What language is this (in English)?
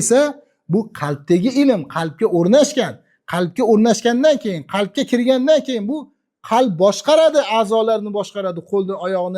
Uzbek